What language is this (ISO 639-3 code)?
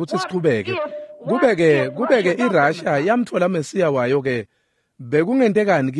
ssw